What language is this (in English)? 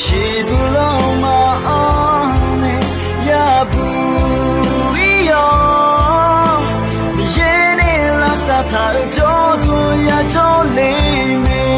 Akha